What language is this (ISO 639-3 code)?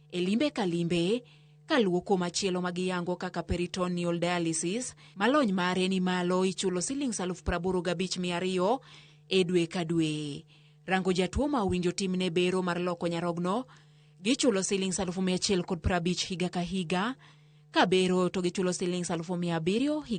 luo